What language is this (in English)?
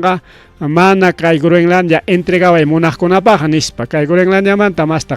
Ayacucho Quechua